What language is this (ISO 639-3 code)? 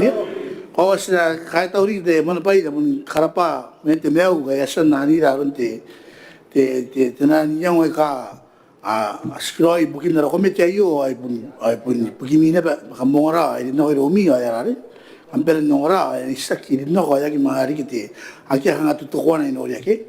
gil